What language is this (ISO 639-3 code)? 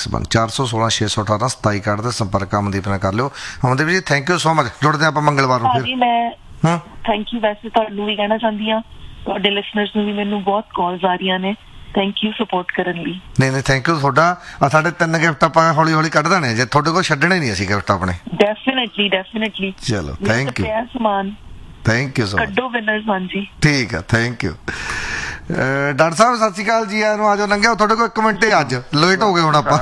pan